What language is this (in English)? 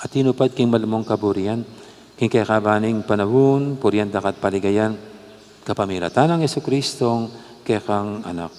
Pampanga